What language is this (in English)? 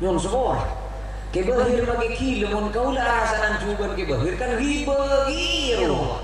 Madurese